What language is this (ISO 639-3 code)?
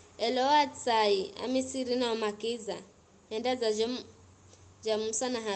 nyf